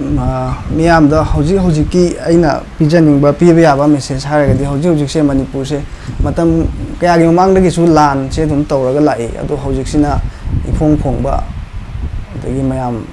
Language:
Manipuri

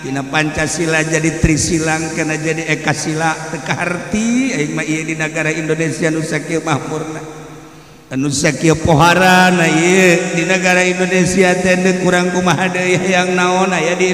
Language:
Sundanese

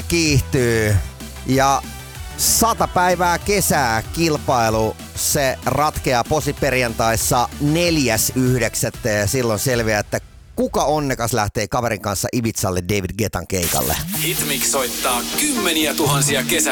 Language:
Finnish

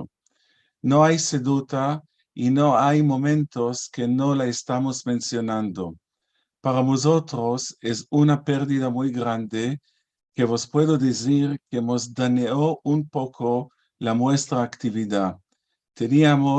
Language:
Ladino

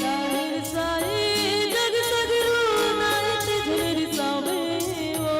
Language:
Chhattisgarhi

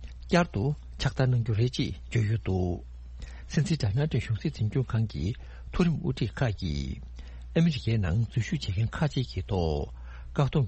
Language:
Tibetan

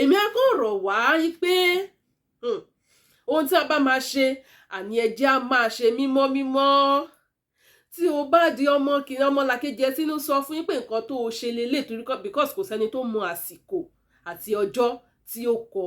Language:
Yoruba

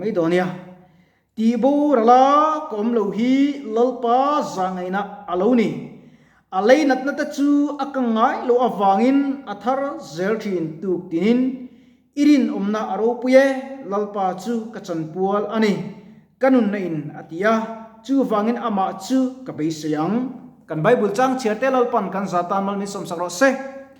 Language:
Mizo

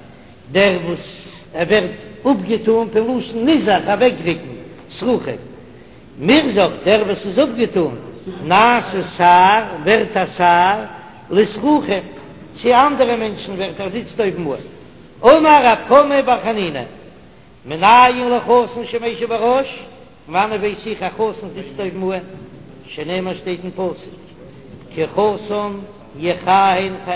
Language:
Yiddish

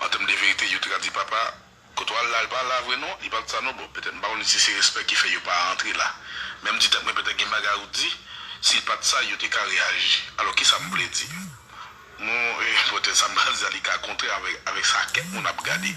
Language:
Haitian Creole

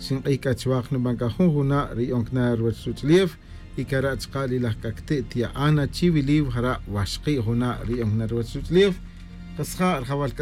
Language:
Tz'utujil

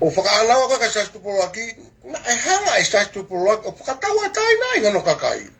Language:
Tongan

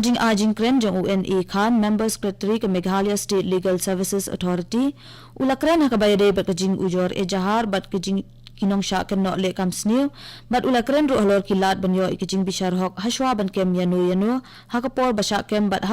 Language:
Khasi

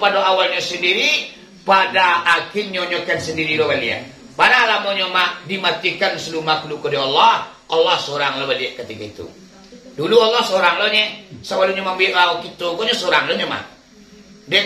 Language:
Minangkabau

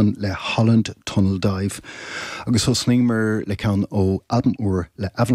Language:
Irish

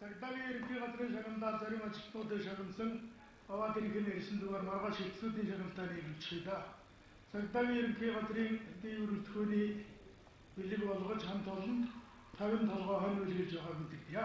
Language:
Mongolian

